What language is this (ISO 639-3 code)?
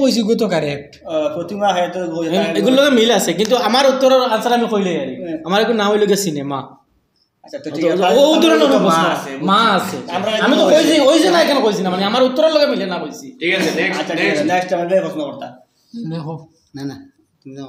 syl